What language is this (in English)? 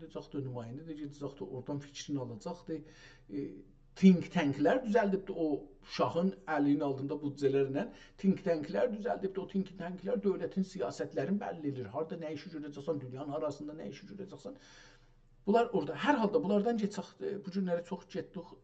South Azerbaijani